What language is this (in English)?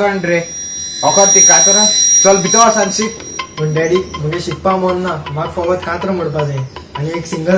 Konkani